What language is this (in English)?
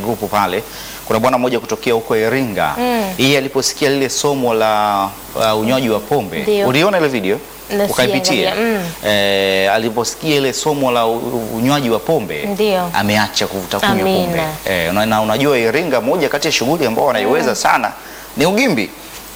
Swahili